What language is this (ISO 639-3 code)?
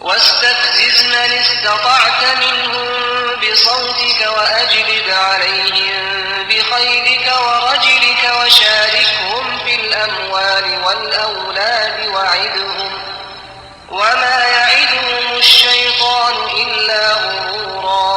kur